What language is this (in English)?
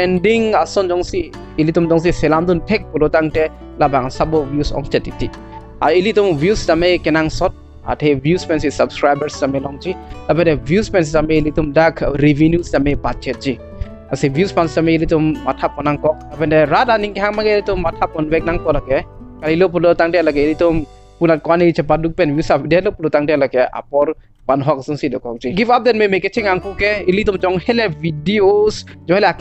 Karbi